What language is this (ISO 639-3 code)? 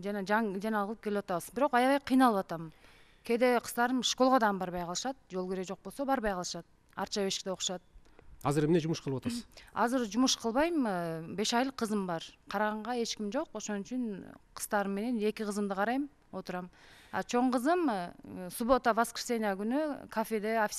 kir